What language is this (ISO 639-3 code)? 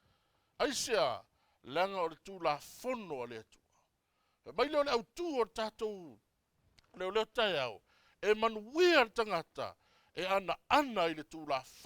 smo